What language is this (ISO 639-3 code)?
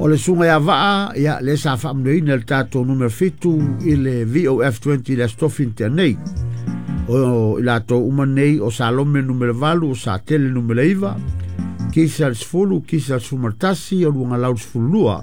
smo